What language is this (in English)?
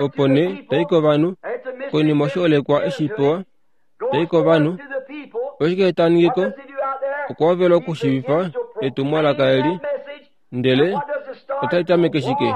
Kuanyama